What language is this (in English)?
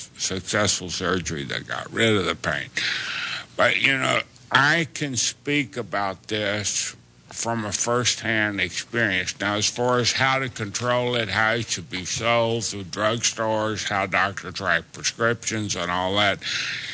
English